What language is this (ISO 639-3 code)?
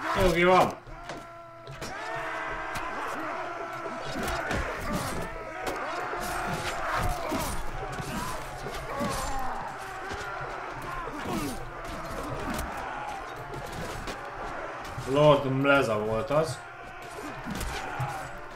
hun